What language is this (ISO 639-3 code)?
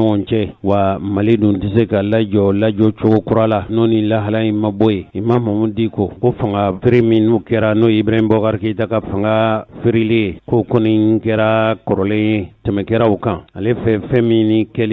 bam